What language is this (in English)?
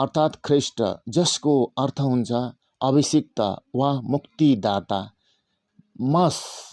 Nepali